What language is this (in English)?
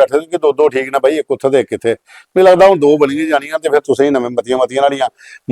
Dogri